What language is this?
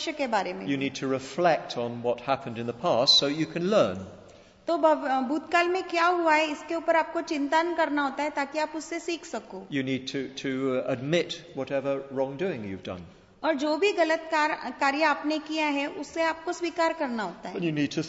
Hindi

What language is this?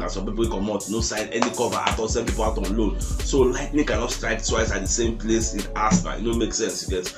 Nigerian Pidgin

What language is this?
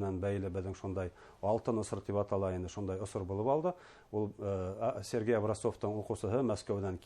Bashkir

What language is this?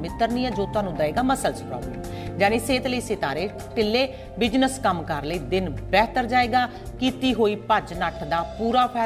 Punjabi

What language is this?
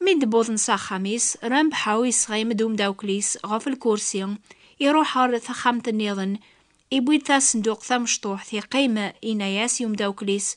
Kabyle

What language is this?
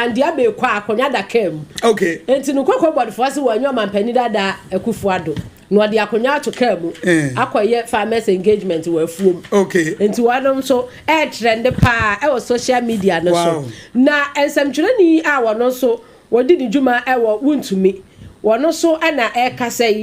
Akan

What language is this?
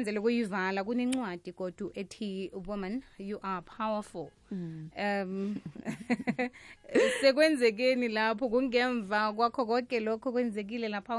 South Ndebele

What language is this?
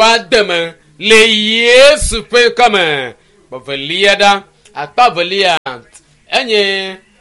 Ewe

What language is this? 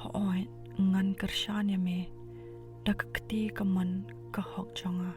Khasi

